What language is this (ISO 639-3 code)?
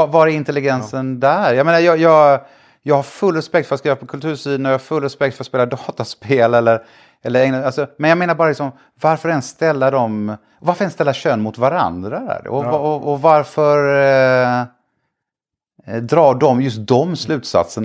swe